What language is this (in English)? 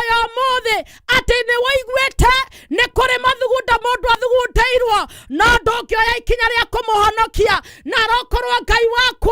Kikuyu